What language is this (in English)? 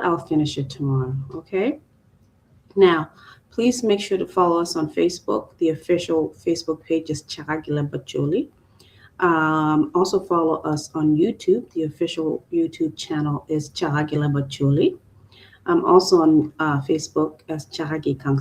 Acoli